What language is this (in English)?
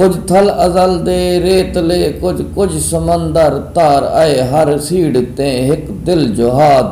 Saraiki